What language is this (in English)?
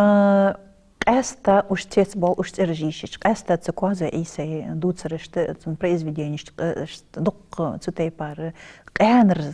Ingush